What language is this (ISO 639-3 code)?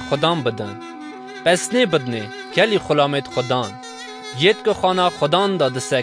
kur